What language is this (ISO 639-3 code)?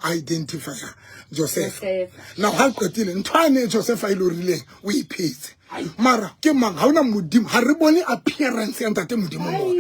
sot